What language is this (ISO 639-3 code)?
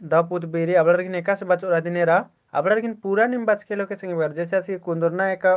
kru